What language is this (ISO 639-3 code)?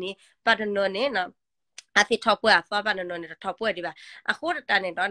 ksw